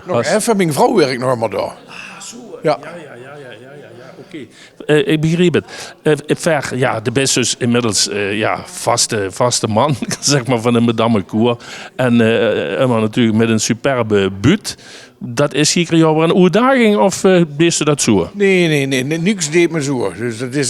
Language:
Limburgish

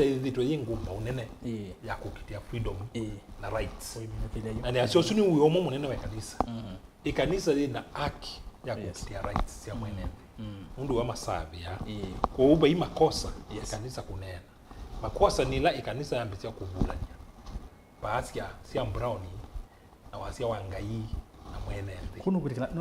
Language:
Kamba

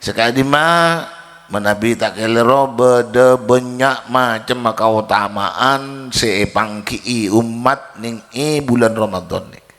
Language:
Madurese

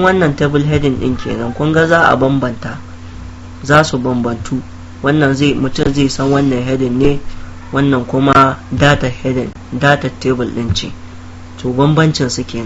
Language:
Hausa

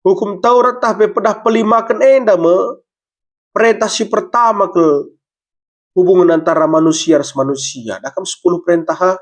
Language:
Batak Karo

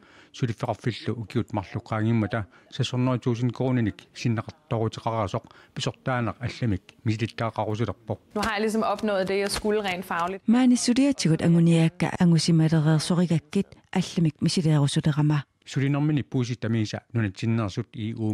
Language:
Kalaallisut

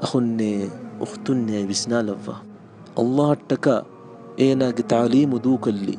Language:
Divehi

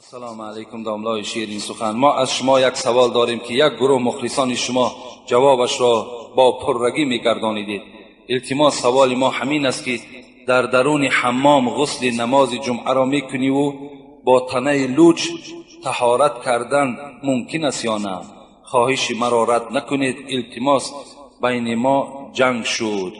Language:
Tajik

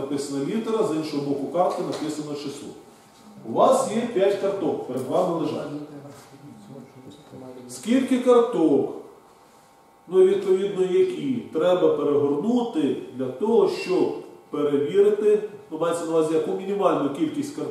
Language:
Ukrainian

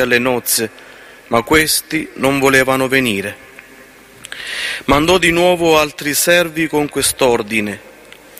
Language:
Italian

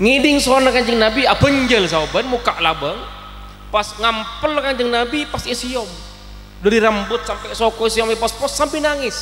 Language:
Madurese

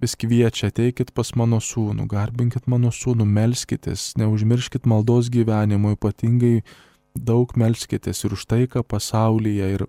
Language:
Lithuanian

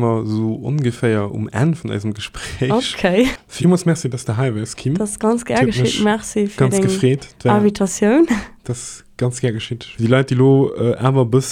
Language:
Luxembourgish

